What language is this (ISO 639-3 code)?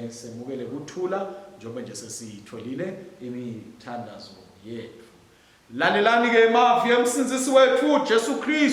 ssw